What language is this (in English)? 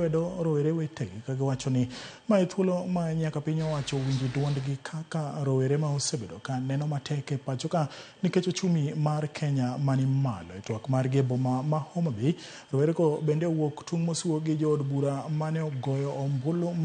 Luo (Kenya and Tanzania)